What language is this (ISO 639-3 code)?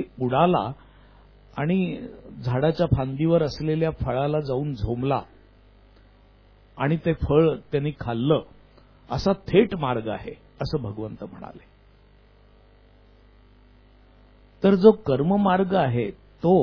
mar